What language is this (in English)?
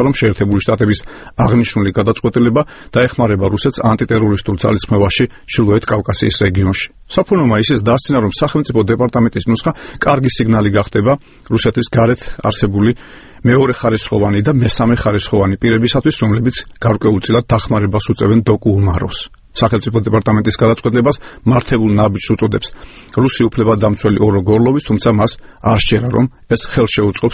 Georgian